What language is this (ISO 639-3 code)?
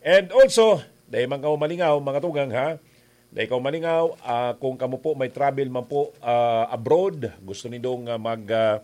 bik